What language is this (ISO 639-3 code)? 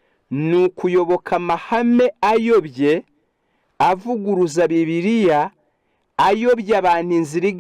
kin